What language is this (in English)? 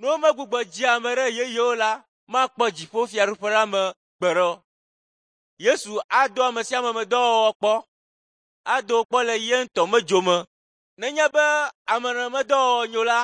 Ewe